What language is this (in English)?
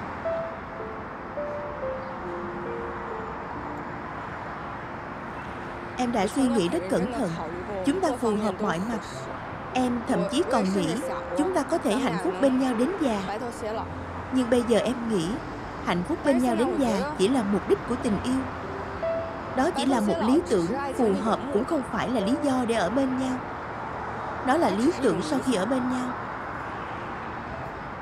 Vietnamese